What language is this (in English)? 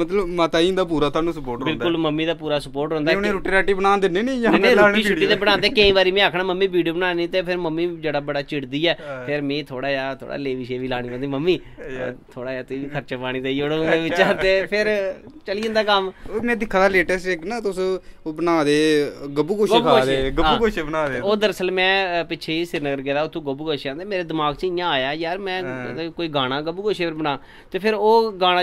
Dogri